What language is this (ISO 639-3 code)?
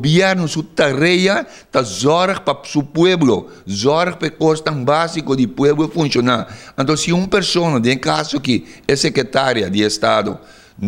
pap